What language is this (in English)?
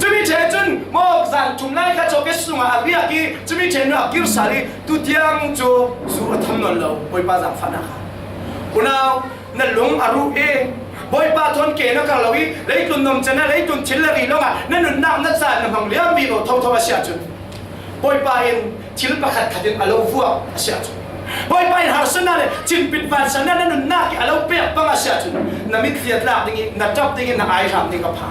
Falam Chin